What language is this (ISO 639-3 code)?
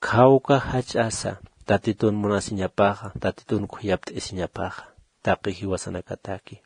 aym